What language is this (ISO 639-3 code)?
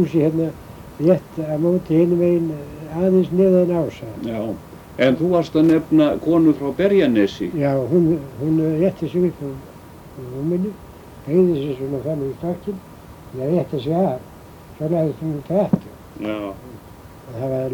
isl